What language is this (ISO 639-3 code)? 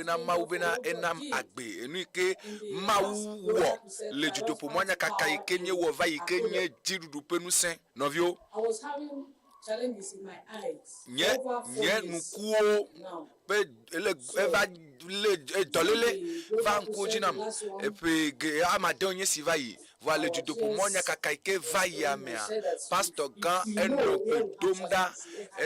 ewe